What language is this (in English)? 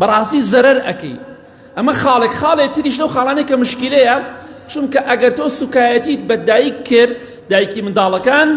Central Kurdish